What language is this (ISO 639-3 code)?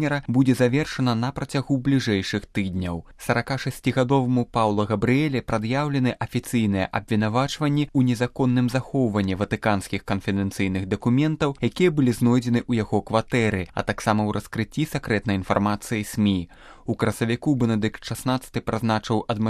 bel